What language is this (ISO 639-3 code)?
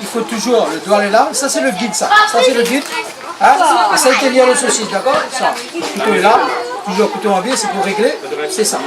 rcf